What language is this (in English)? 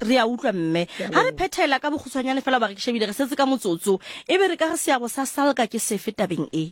Southern Sotho